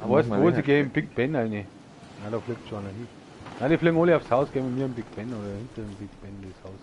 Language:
Bavarian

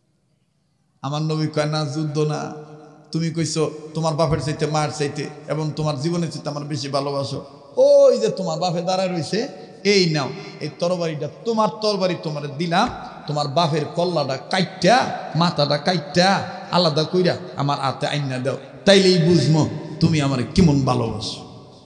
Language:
Bangla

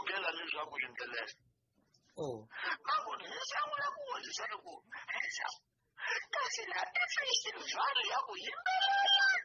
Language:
Tsonga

